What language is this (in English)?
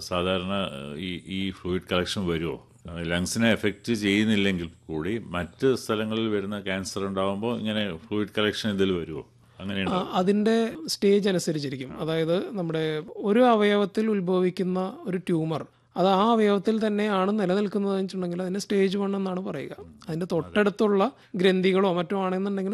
Malayalam